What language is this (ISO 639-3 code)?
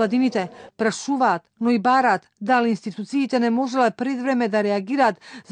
mkd